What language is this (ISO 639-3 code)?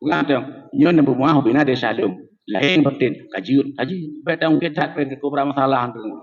ace